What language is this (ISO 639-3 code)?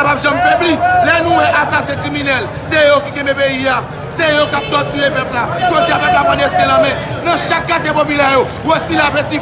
hat